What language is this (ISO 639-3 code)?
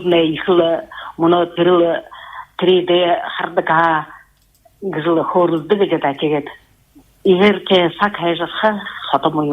bua